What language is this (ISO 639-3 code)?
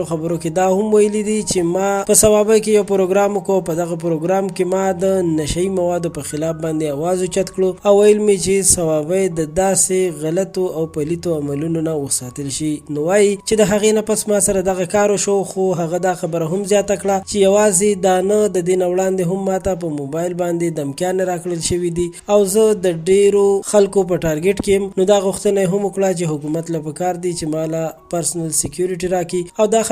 pus